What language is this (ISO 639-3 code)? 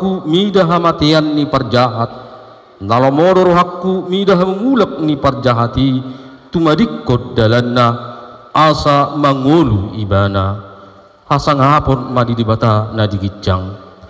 bbc